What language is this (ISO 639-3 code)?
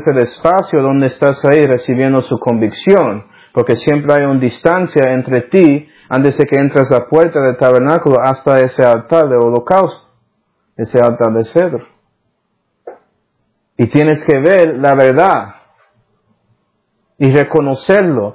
spa